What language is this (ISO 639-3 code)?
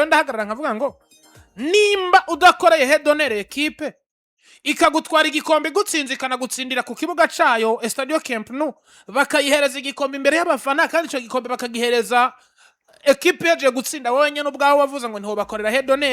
run